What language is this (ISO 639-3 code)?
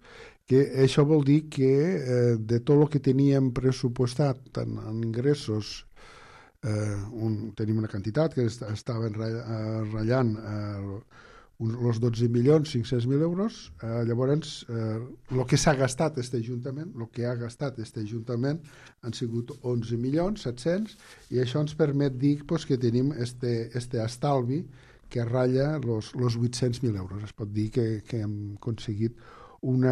cat